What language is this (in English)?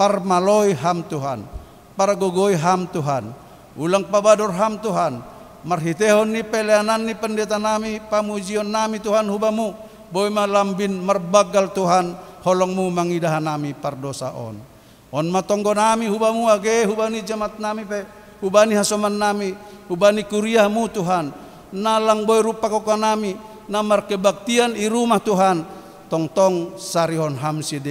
Batak Simalungun